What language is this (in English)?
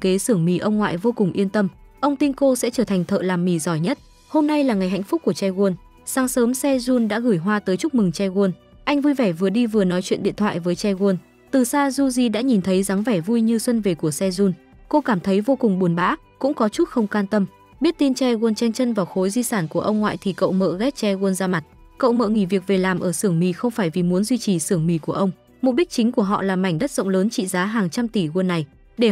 Vietnamese